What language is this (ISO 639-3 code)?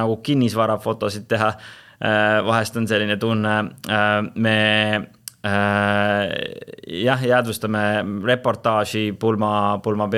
est